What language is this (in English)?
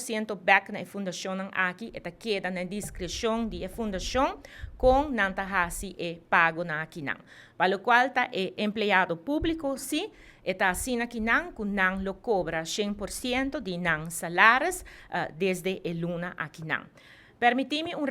Papiamento